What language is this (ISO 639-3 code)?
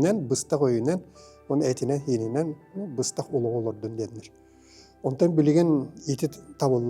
sah